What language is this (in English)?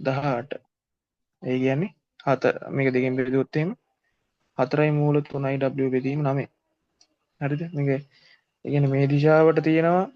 Sinhala